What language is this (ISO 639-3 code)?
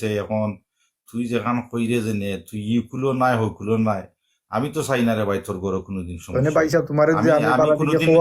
syl